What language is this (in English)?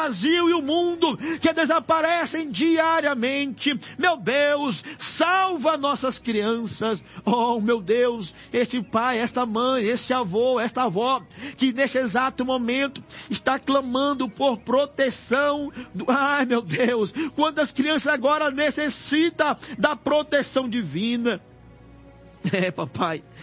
Portuguese